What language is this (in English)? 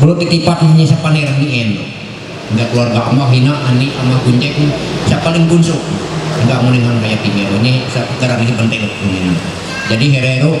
Ma'anyan